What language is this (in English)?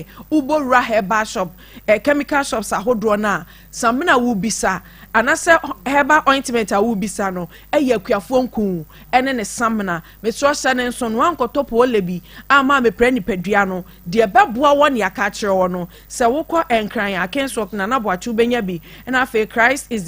Akan